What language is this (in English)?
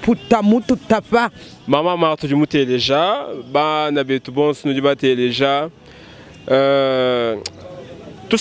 Luba-Lulua